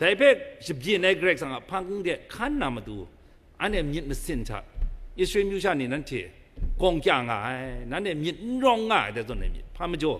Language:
Kachin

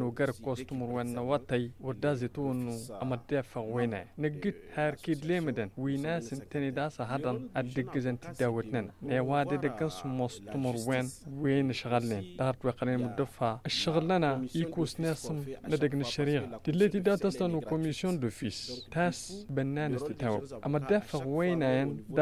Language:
Tamasheq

